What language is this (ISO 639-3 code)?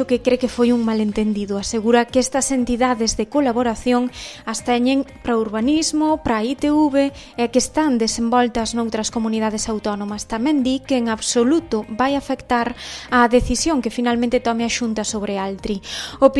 glg